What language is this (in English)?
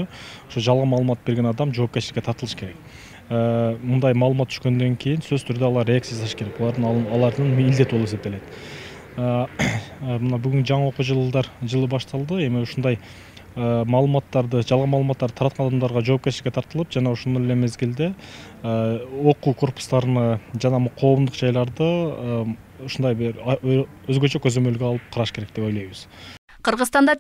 Kyrgyz